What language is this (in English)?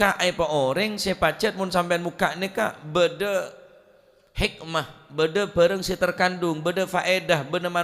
Madurese